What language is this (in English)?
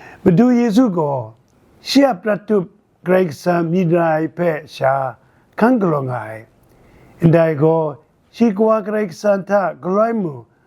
Kachin